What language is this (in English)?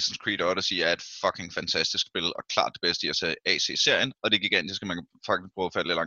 Danish